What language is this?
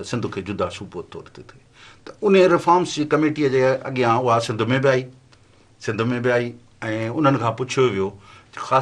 Sindhi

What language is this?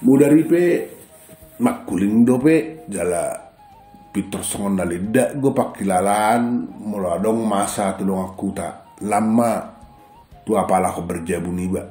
Batak Toba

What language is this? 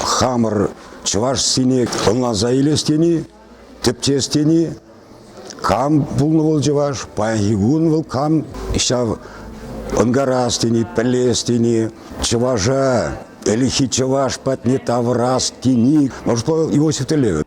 Chuvash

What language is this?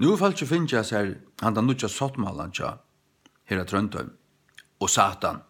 Faroese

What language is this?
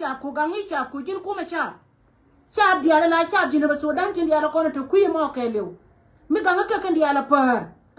Nuer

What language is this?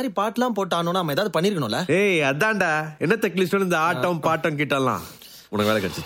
Tamil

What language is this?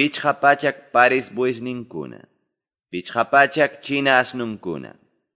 Quechua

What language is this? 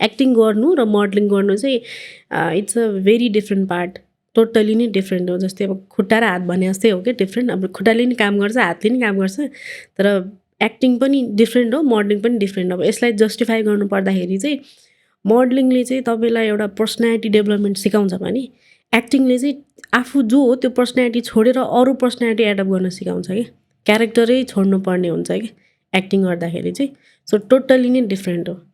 Nepali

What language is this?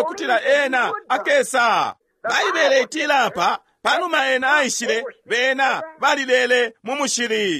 Bemba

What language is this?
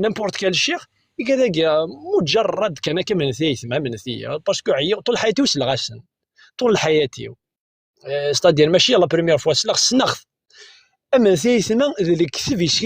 Kabyle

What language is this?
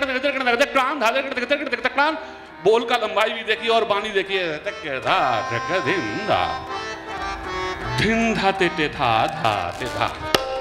Hindi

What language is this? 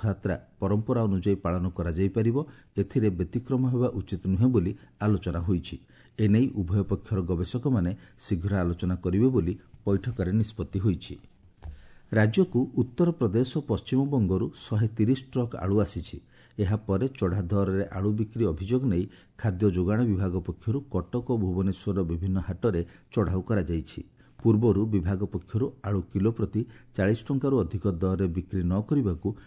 Odia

